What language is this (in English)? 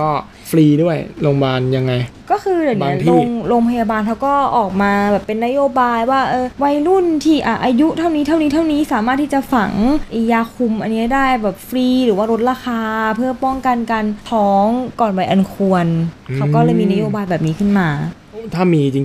Thai